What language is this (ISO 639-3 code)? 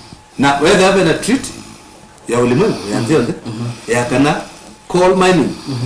kam